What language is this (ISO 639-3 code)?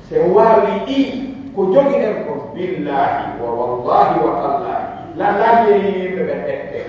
fuf